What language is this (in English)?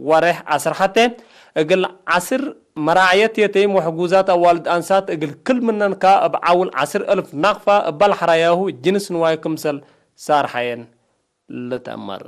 Tigre